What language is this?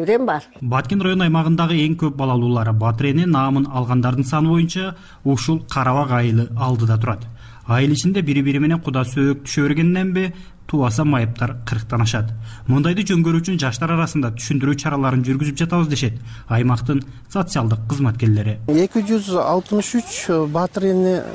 Kyrgyz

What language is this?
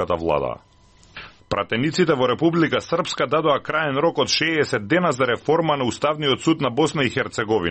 Macedonian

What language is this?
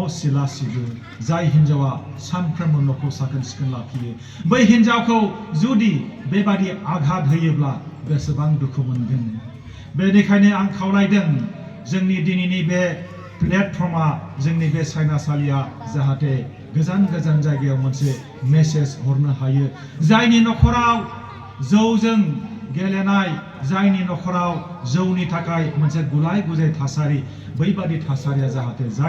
Bodo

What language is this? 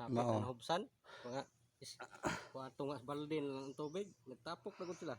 Cebuano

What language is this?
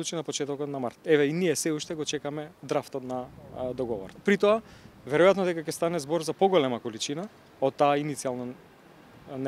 Macedonian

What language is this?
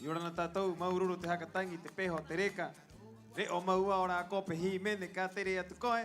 Rapanui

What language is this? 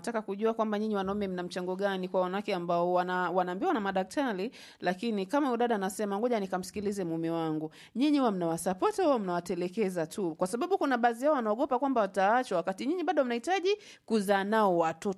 Swahili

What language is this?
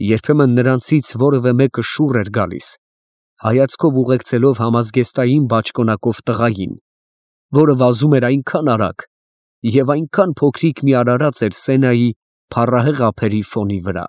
Armenian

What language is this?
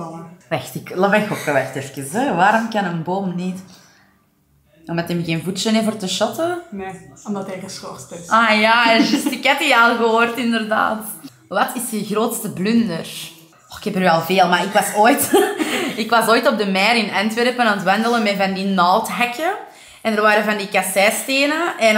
Dutch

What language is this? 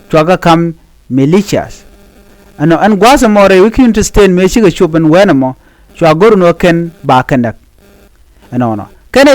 Nuer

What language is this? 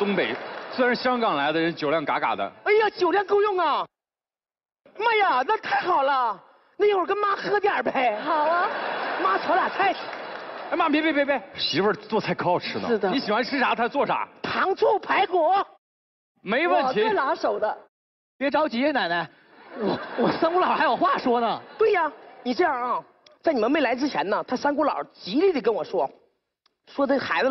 Chinese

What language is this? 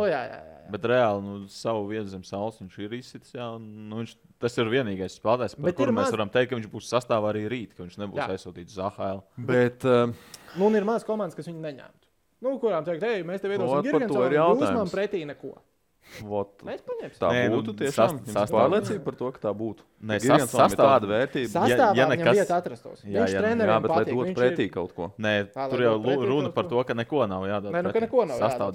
Latvian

